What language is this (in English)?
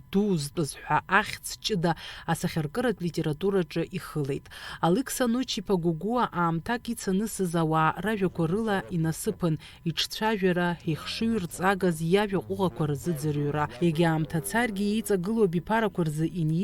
Abkhazian